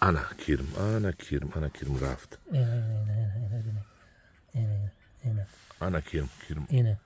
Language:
Tajik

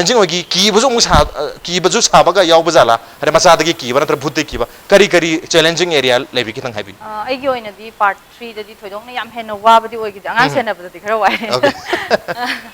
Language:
Manipuri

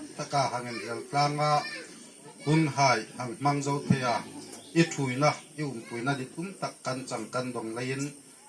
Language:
Hmar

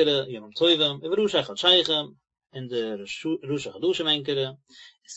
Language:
Yiddish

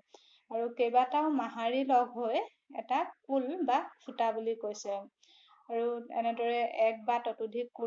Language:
Assamese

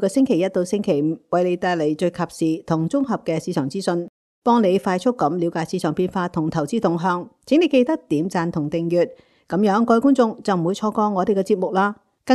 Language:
Cantonese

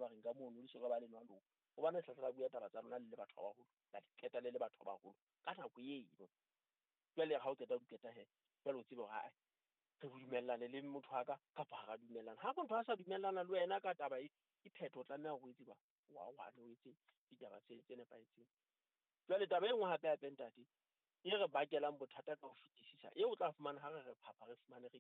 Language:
Southern Sotho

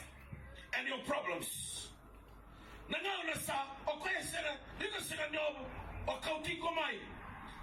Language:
Fijian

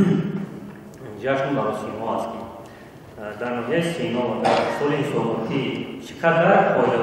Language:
Tajik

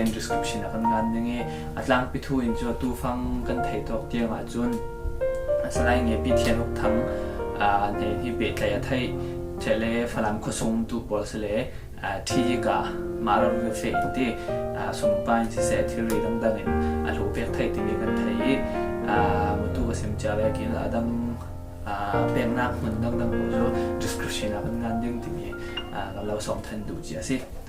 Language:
Falam Chin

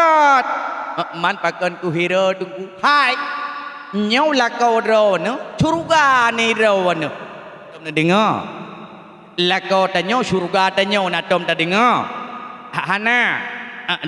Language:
Achinese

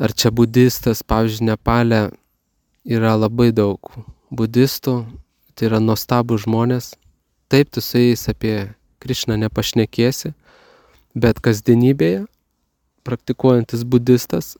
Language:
Lithuanian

